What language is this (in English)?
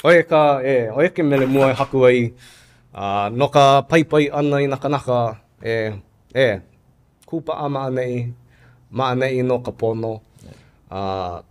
Hawaiian